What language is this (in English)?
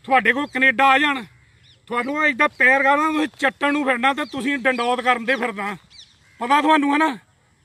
Punjabi